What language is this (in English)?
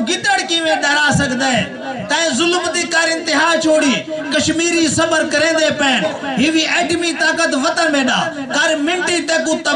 Saraiki